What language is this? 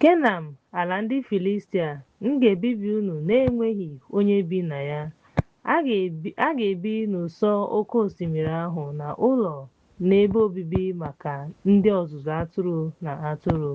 Igbo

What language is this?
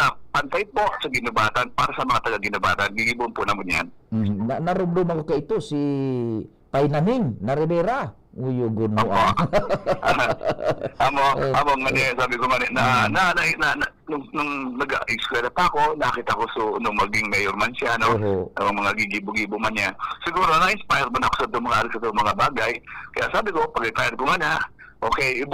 Bikol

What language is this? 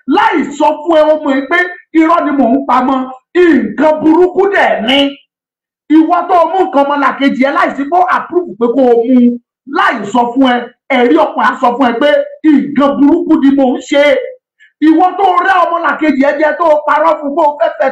Yoruba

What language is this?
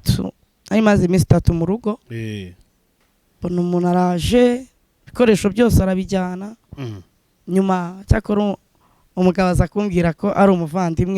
Kinyarwanda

